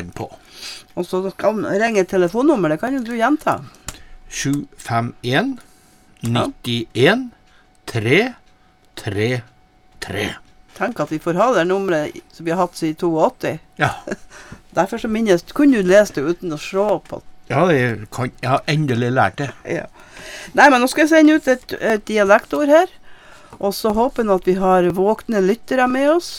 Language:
Norwegian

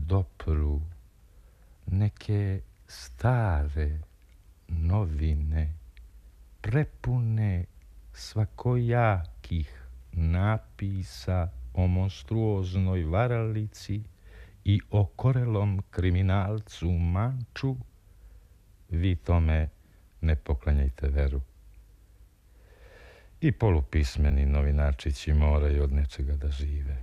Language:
Serbian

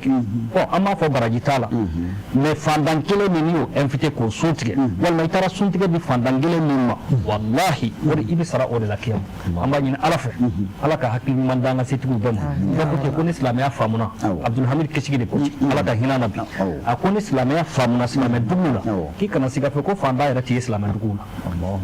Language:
Bambara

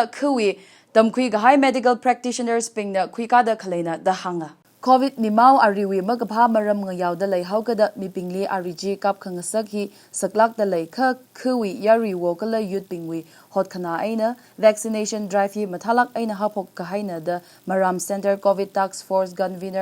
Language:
Tangkhul Naga (India)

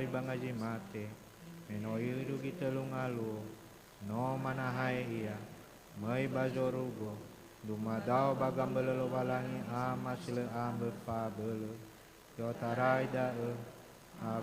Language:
Nias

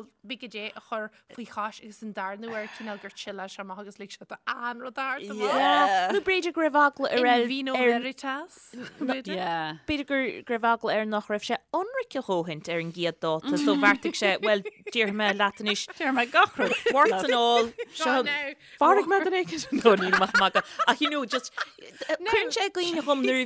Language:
Irish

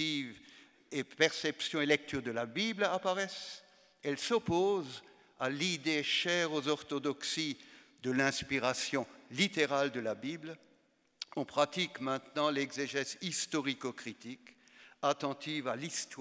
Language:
French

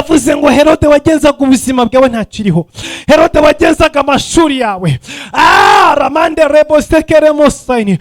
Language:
Kinyarwanda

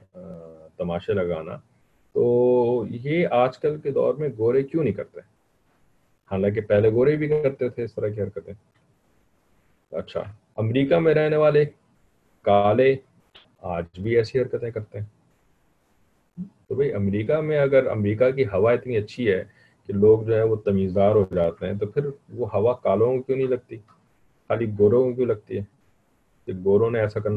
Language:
Urdu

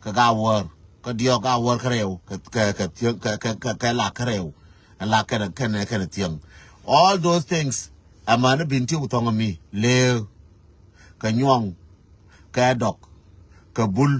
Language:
Nuer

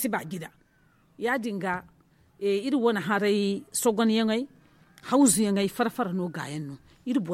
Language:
Zarma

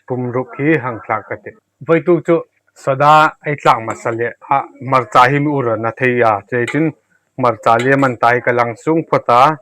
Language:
Hmar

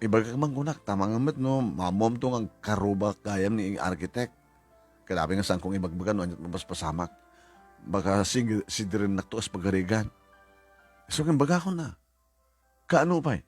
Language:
Iloko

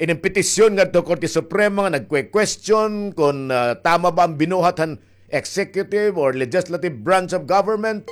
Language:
Waray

